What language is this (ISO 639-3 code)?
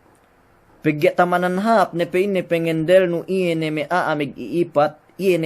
yka